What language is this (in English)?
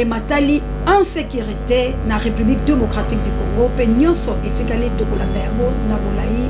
Lingala